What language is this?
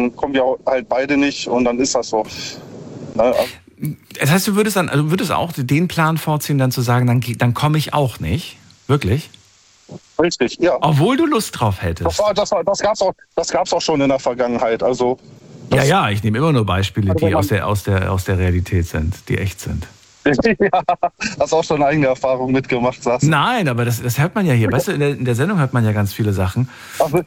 German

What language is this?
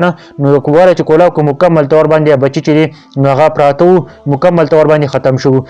Pashto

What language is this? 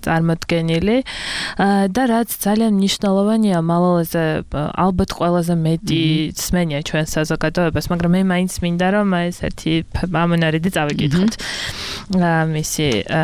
Georgian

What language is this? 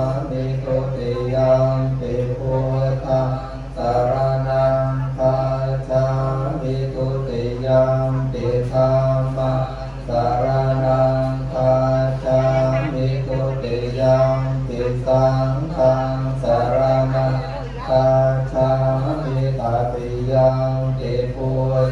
Pali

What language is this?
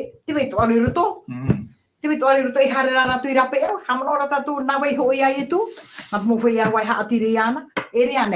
Tahitian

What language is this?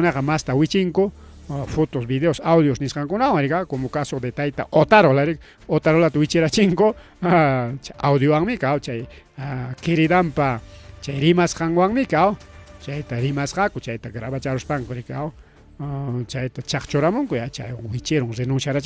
Ayacucho Quechua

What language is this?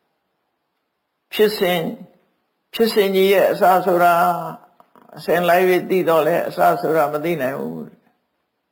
Burmese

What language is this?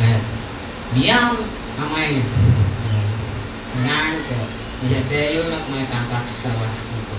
Pohnpeian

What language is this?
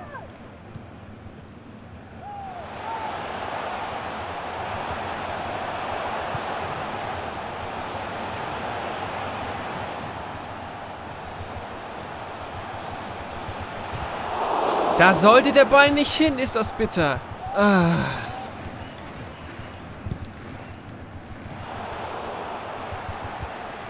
German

